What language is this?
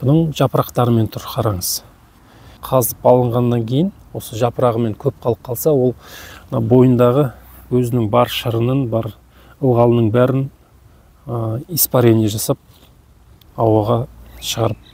Kazakh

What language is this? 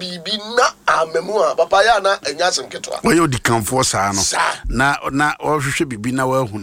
Akan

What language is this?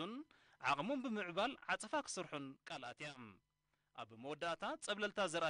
Tigrinya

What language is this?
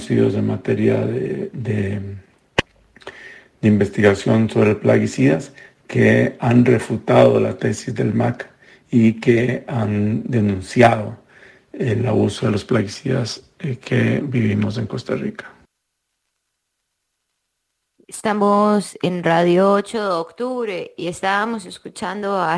Spanish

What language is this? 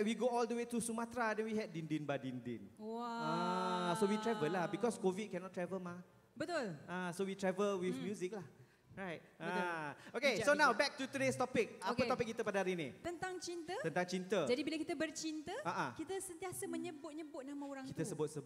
Malay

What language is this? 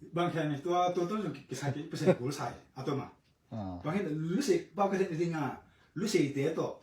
Tedim Chin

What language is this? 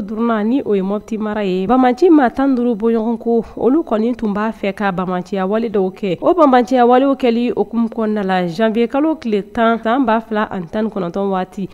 Bambara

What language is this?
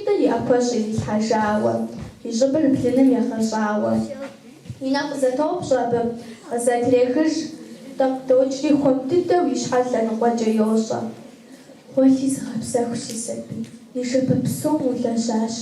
Kabardian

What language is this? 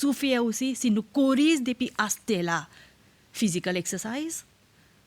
Morisyen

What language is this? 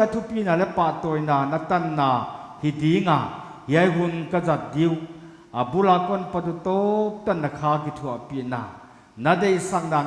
Paite Chin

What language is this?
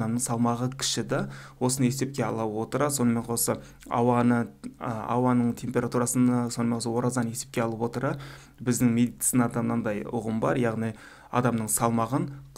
Kazakh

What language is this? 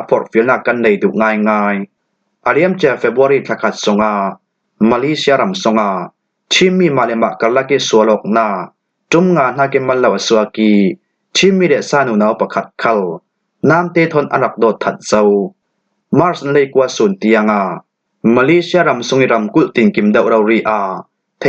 Falam Chin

